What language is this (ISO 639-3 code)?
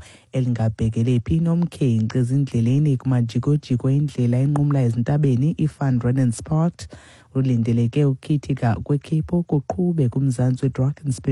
xho